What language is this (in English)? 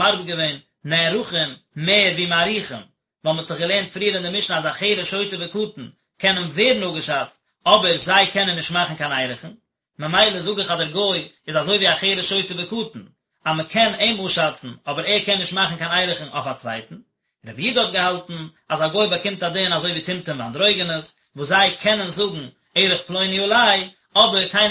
Yiddish